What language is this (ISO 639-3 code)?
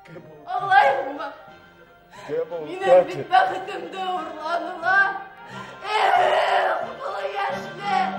bak